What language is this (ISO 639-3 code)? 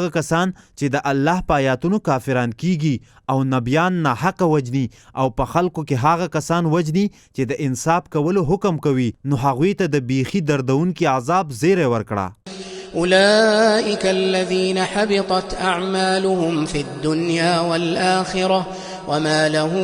pus